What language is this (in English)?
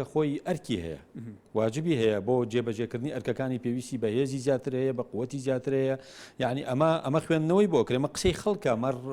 Central Kurdish